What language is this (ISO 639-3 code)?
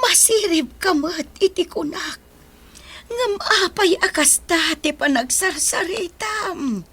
ilo